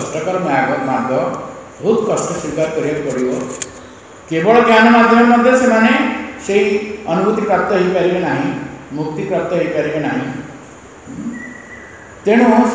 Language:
Odia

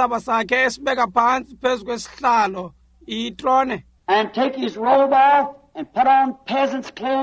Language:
Xhosa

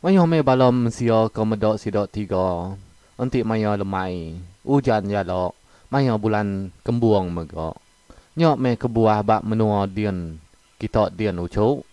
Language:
Iban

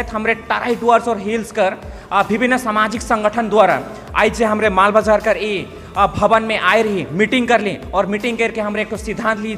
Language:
Sadri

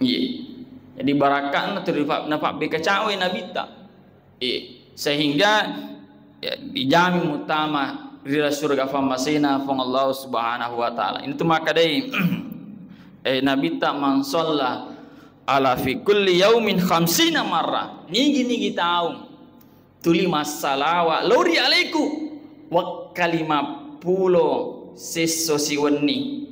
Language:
Buginese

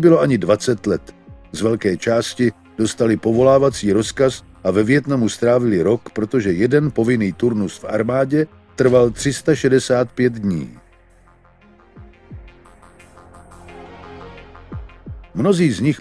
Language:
Czech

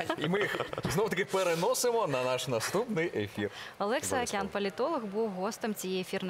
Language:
Ukrainian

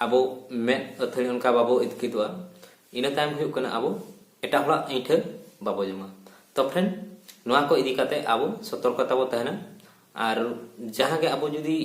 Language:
Santali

